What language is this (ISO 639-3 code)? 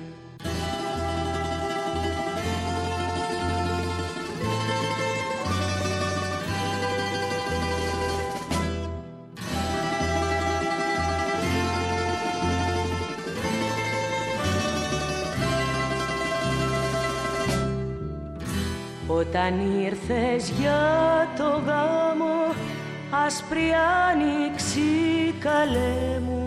ell